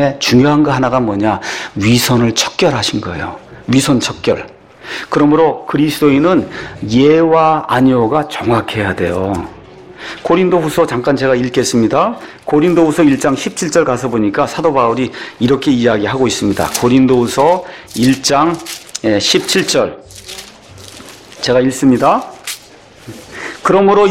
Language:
Korean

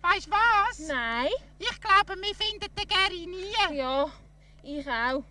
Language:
Swiss German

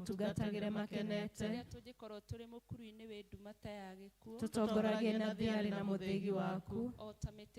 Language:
Kikuyu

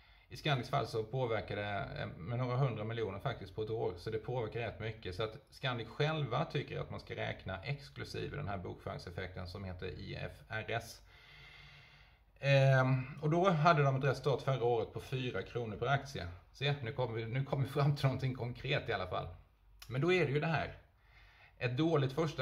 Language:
Swedish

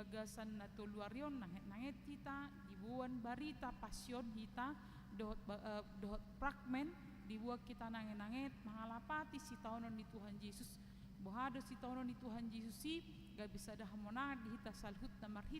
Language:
Batak Toba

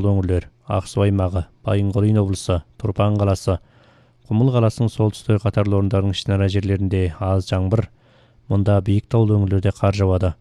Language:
Kyrgyz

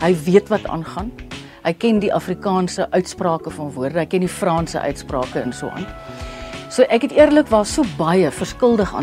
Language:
Afrikaans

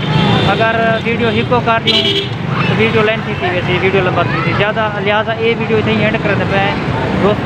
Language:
Saraiki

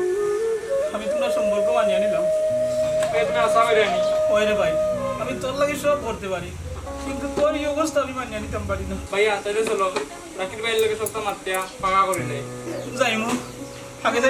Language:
Sylheti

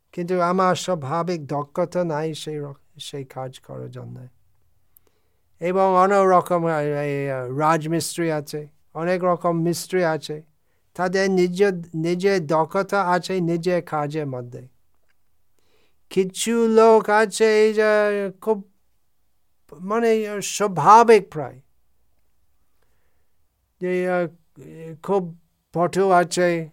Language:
Bangla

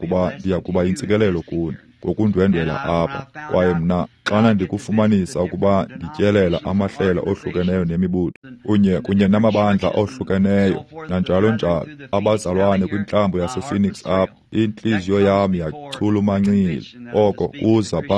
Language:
Xhosa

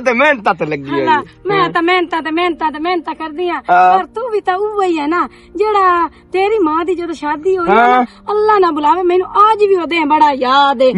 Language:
Western Panjabi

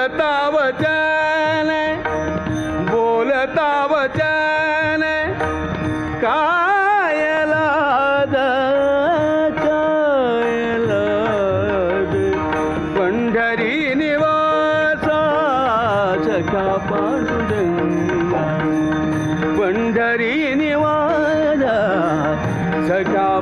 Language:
Marathi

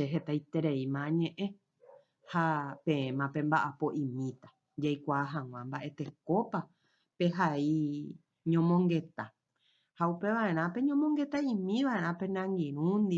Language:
Guarani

